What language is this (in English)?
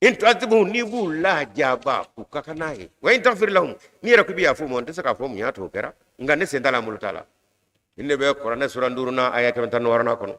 Bambara